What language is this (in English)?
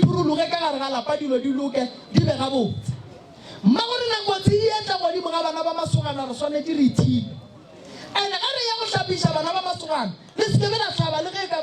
Northern Sotho